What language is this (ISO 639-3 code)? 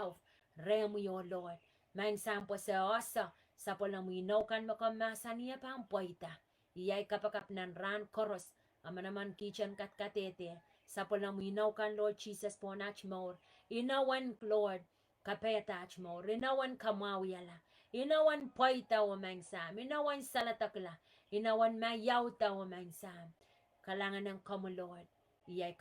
pon